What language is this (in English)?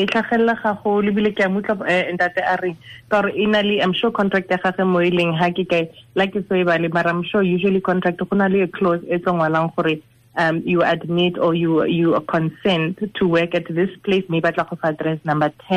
Tswana